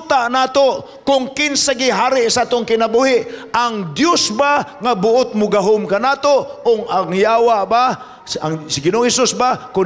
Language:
Cebuano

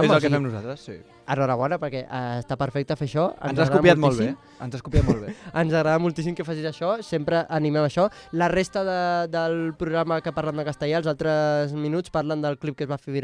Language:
Catalan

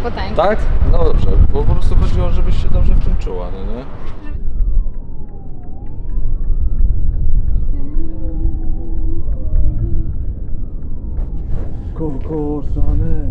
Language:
Polish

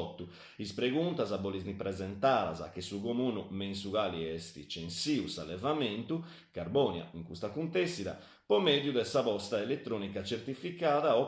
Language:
Sardinian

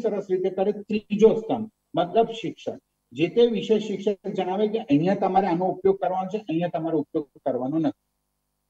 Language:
Gujarati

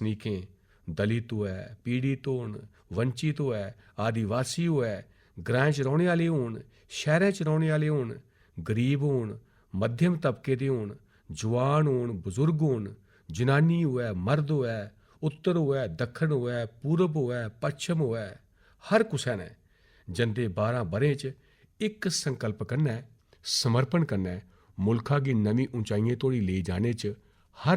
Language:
Dogri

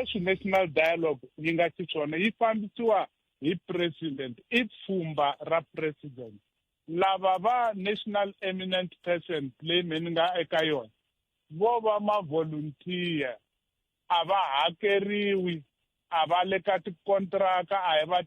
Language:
Tsonga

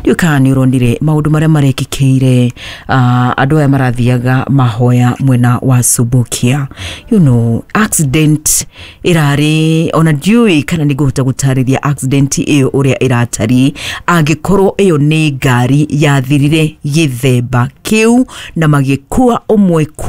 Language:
Kikuyu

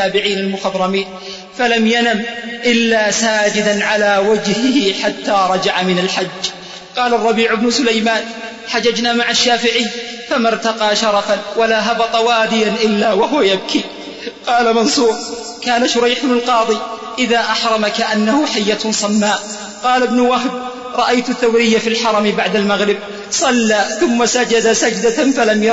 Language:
Arabic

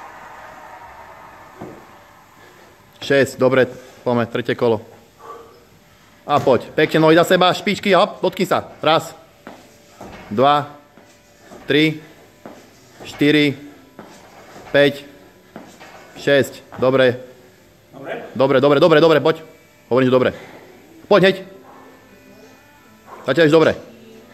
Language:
Slovak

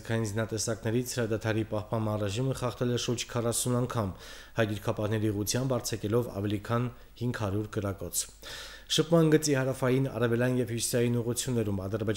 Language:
Armenian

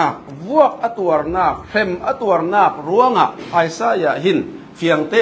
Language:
Falam Chin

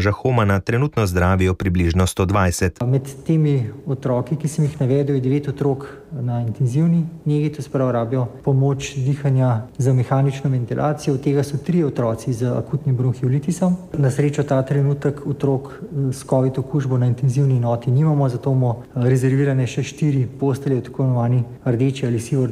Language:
Slovenian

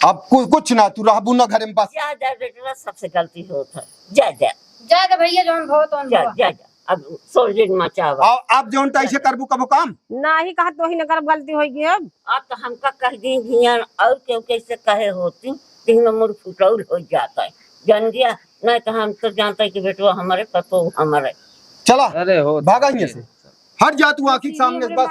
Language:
Awadhi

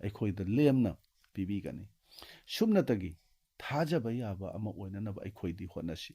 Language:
Manipuri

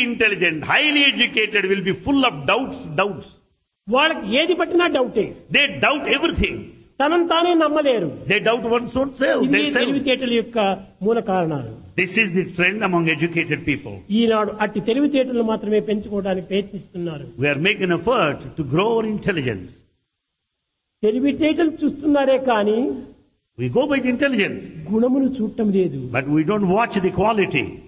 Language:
Telugu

